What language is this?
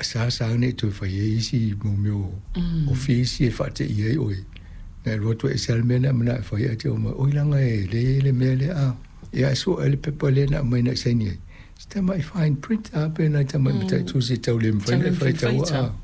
Samoan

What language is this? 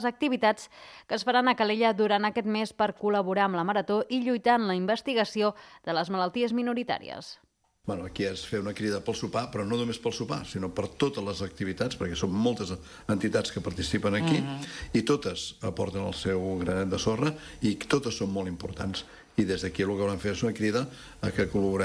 Catalan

